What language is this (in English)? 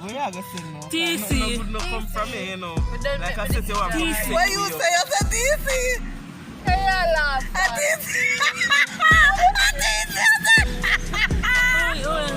Jamaican Creole English